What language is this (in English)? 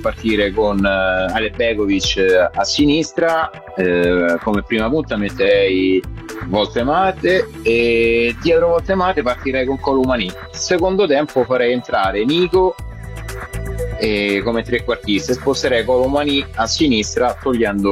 Italian